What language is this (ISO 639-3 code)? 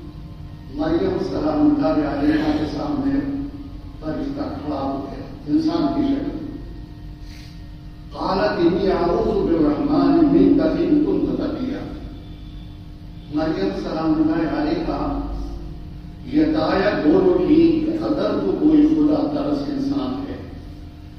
urd